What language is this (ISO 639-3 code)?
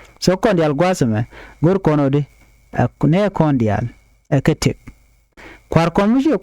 nus